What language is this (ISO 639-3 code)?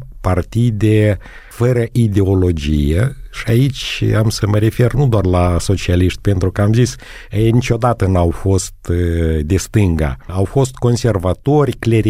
ron